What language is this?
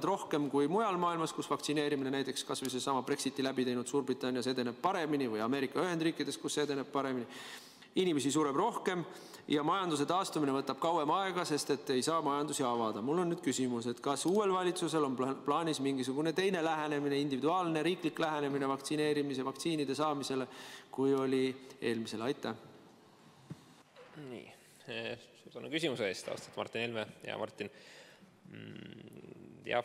Estonian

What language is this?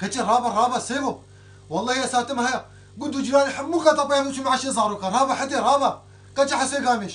Kurdish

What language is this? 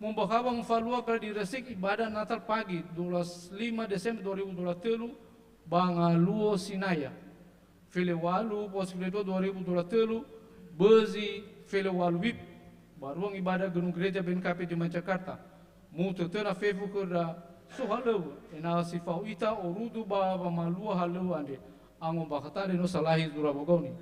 Nias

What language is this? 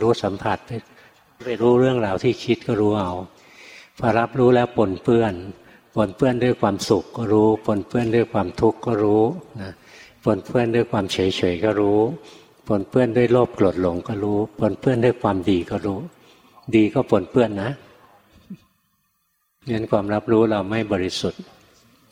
Thai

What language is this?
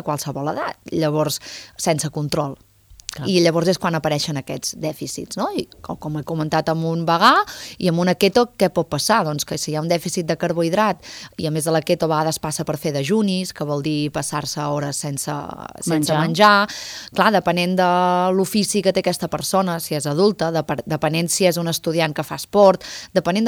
Catalan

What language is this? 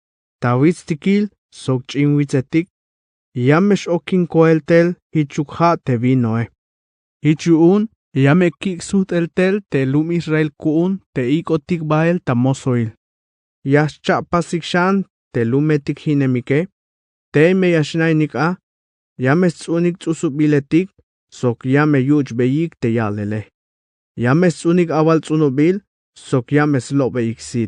Tzeltal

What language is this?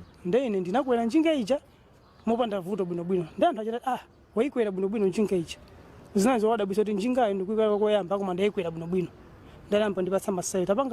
Nyanja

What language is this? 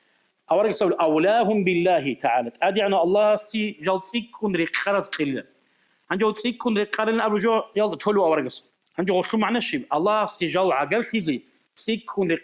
Avaric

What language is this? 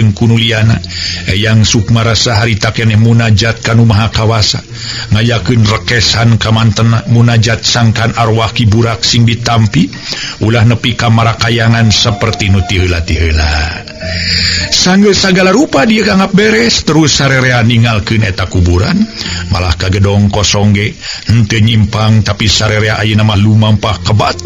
Sundanese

